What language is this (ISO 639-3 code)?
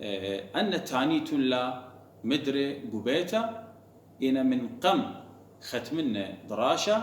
aii